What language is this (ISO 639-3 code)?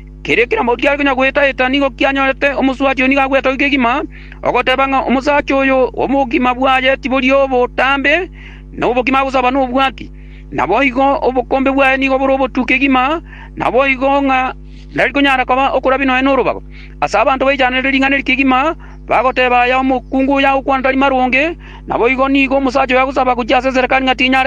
guz